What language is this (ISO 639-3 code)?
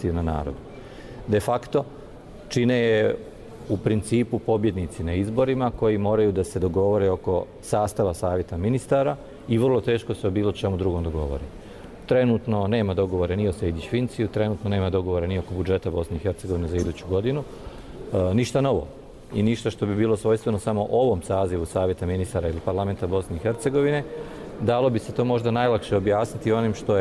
bos